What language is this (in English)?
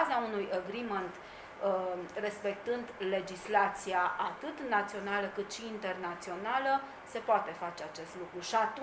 Romanian